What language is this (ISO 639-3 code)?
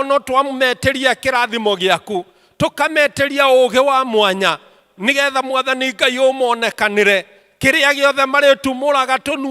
kik